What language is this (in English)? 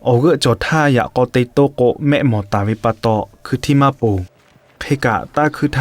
Lahu